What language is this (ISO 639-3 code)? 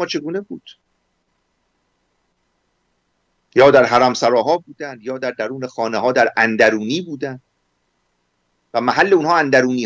fas